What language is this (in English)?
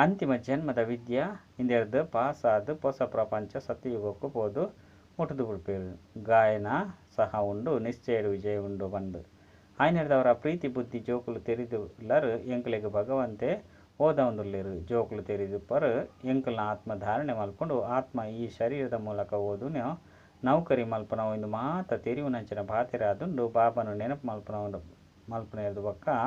Tulu